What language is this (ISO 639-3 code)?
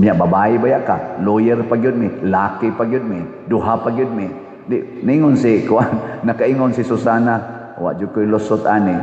ceb